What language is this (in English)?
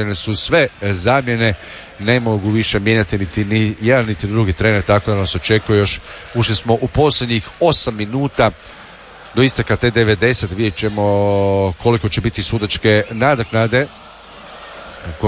Croatian